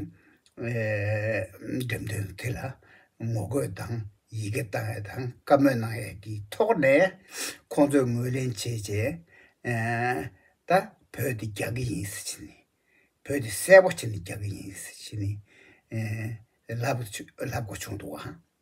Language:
Tibetan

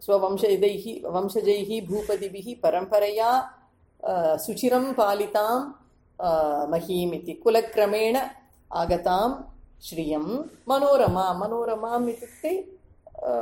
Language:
Sanskrit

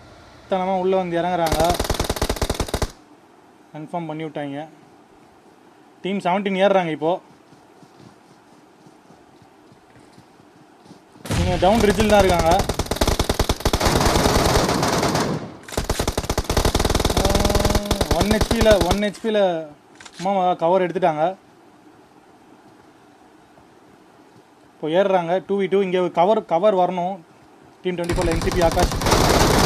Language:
Tamil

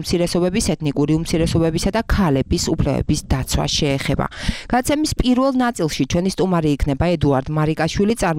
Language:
Georgian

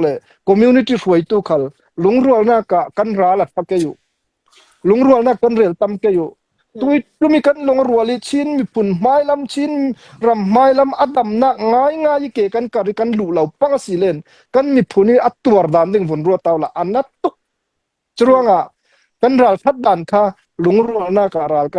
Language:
Falam Chin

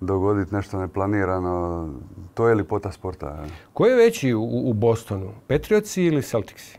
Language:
Croatian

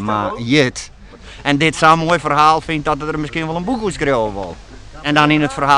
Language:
Western Frisian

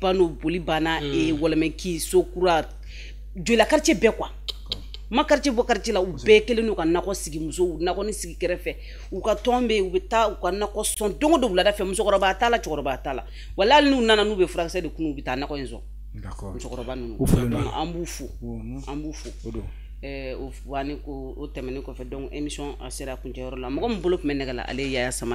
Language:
Bambara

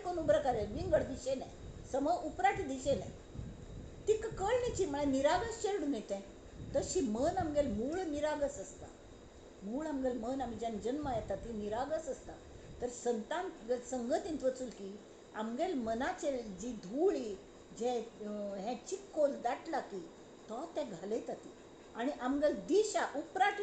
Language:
Konkani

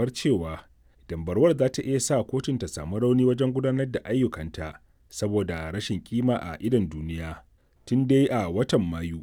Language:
Hausa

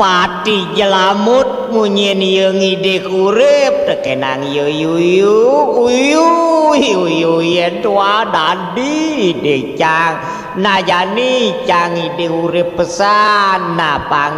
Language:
Balinese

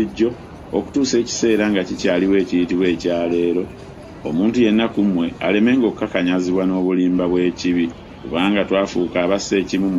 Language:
Ganda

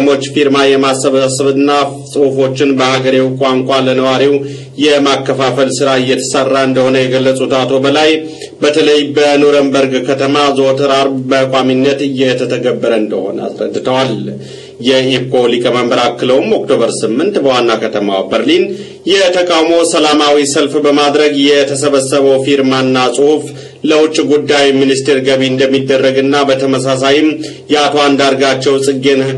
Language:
Amharic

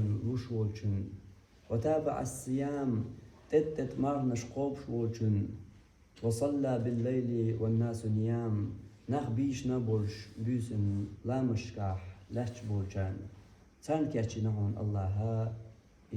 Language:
Chechen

